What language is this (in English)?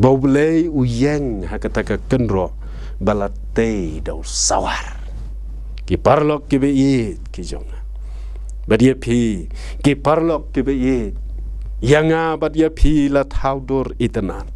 Khasi